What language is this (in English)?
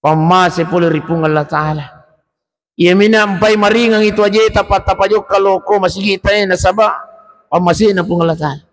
Buginese